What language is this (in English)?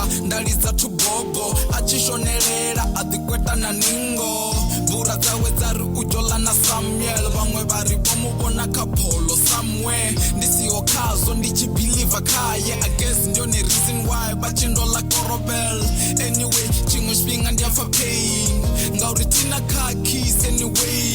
Venda